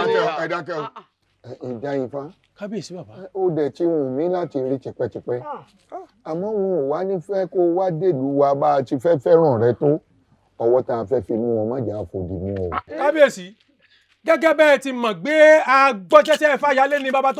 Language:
Yoruba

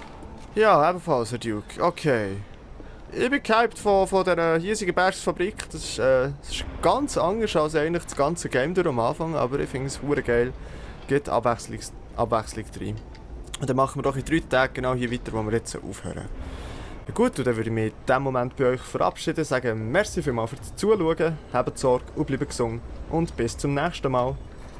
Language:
Swiss German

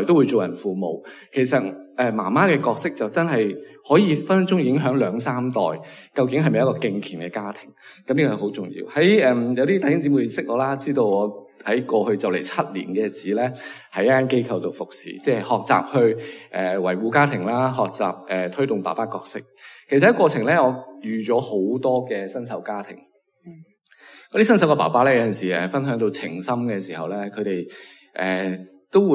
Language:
Cantonese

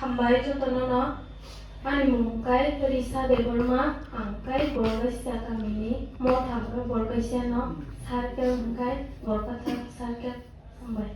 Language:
Kok Borok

